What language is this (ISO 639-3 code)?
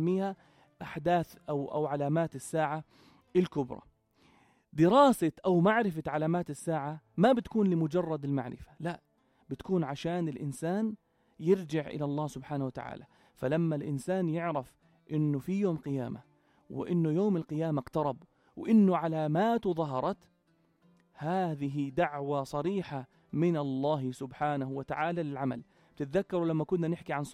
apc